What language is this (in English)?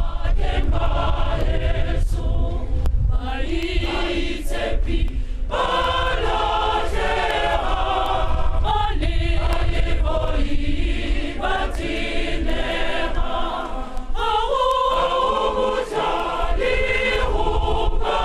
Tswana